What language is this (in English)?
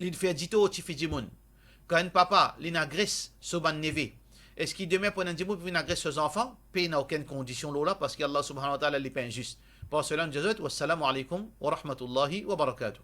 Morisyen